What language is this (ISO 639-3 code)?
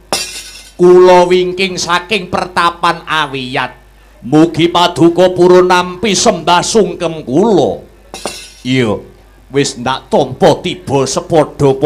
jav